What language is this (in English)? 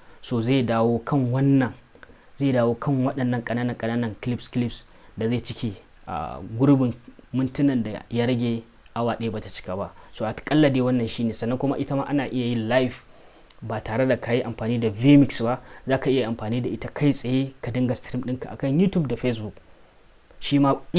Hausa